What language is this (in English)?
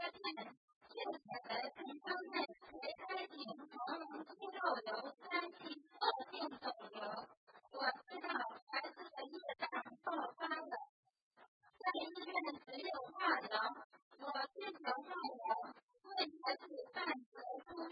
Chinese